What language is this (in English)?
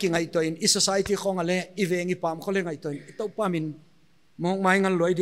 Paite Chin